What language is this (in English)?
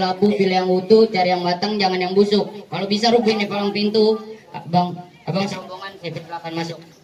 Betawi